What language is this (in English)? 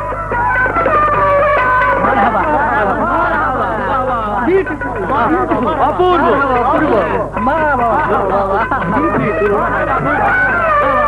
Bangla